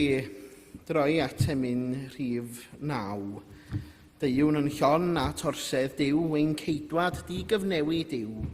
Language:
Welsh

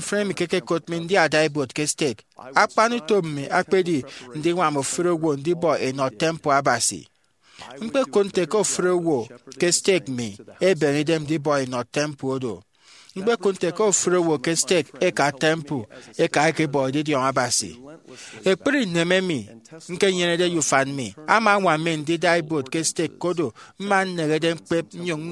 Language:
Efik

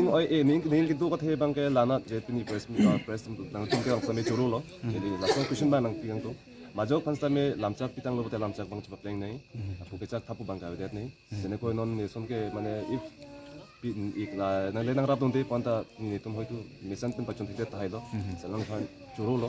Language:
Karbi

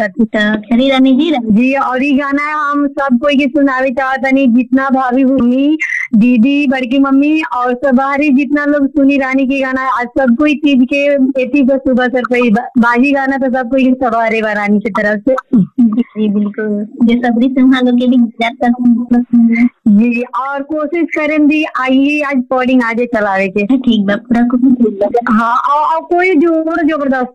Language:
Bhojpuri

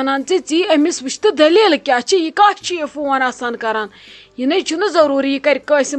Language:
Kashmiri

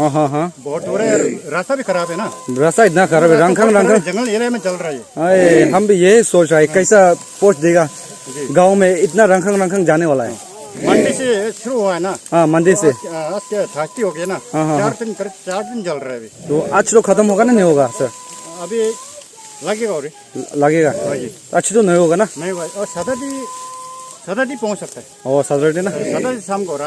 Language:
Naga Pidgin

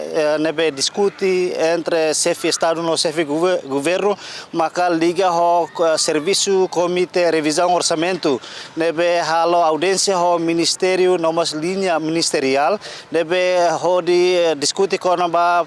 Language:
Tetum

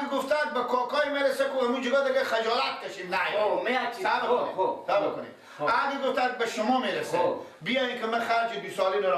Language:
Persian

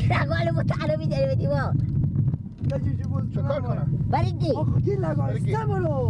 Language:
Persian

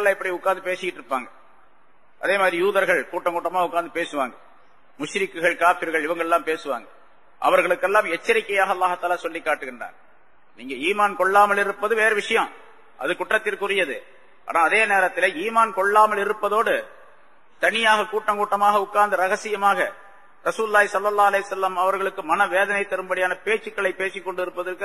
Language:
Tamil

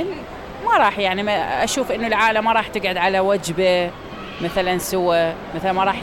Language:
Mesopotamian Arabic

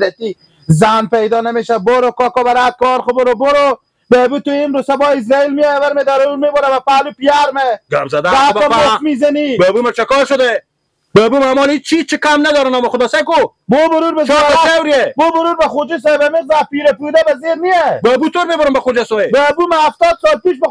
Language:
Persian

